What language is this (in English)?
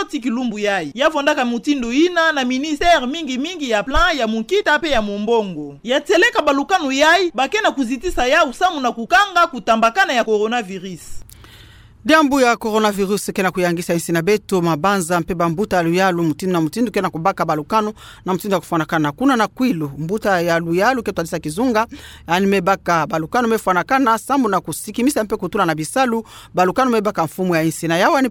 Kituba (Democratic Republic of Congo)